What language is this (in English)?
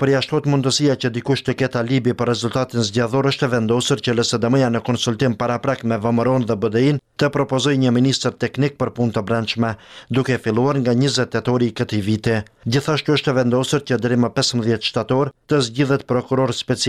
Albanian